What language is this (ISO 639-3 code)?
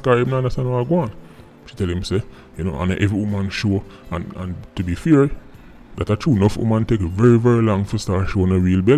jam